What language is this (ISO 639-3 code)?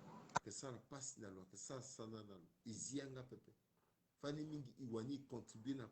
sag